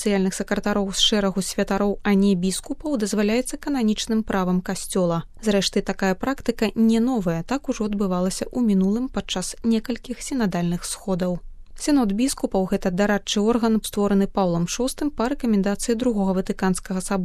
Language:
Belarusian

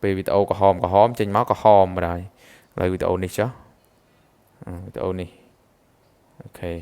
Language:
Khmer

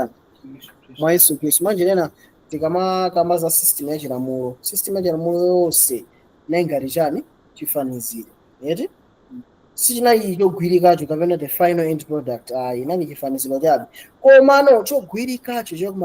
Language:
Nyanja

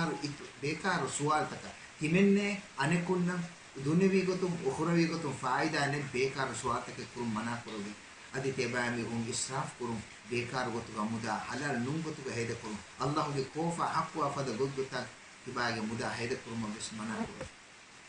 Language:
Divehi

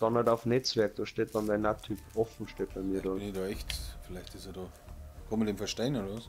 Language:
Bavarian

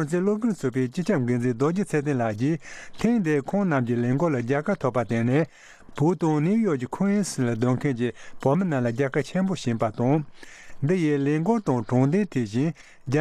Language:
Tibetan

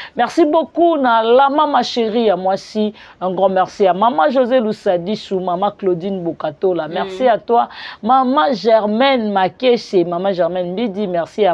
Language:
Lingala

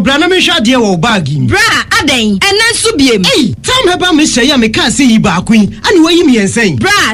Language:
Akan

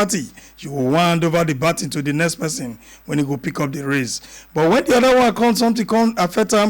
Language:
Nigerian Pidgin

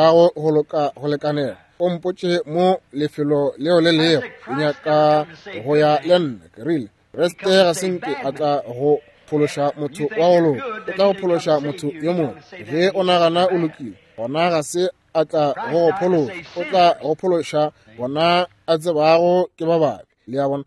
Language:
Northern Sotho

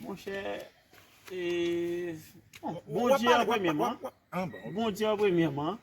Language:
Haitian Creole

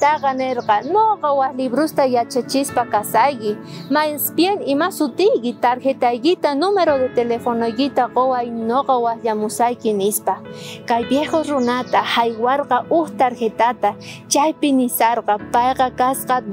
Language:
South Bolivian Quechua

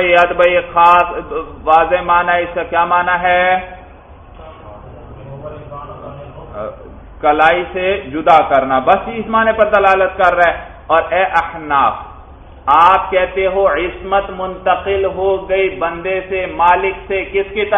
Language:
Urdu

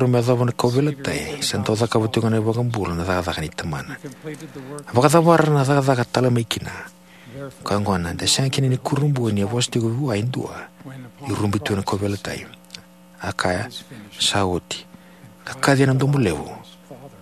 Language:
Fijian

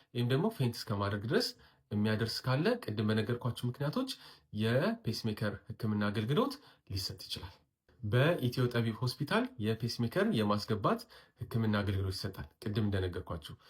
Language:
Amharic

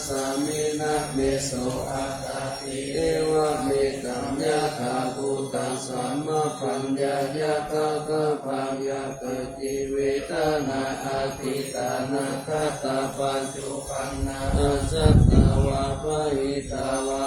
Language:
Pali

